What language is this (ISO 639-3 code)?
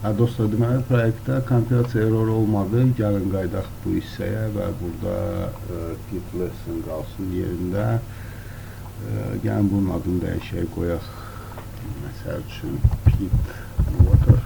aze